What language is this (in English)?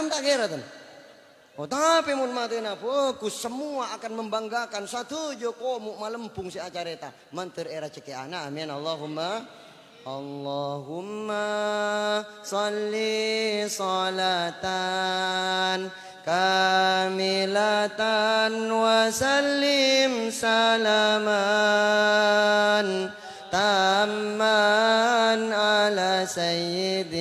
Madurese